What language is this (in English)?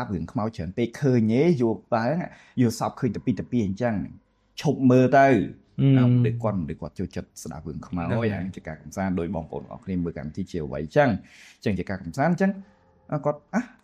Khmer